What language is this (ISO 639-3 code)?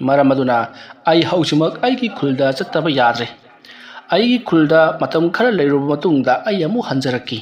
mni